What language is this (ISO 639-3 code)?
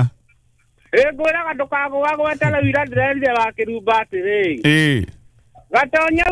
kik